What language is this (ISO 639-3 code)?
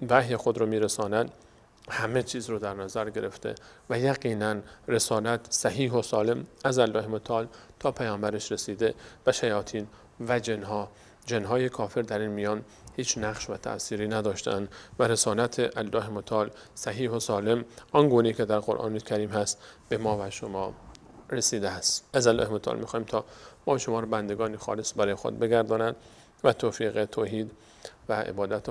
fas